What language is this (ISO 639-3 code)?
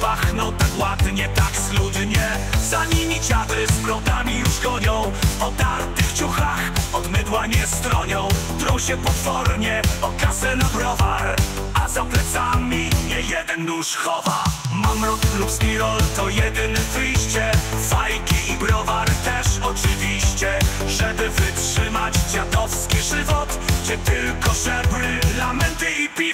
pol